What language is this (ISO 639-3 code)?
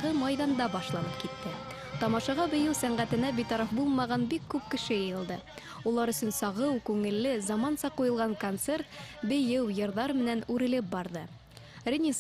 bak